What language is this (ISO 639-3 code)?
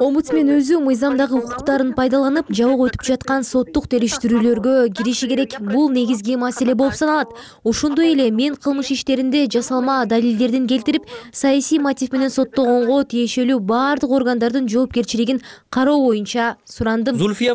kir